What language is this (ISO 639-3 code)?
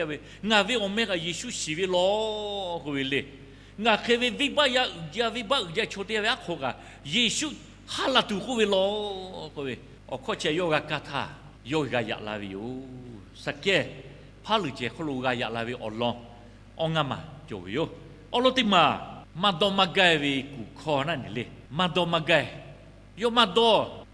lhu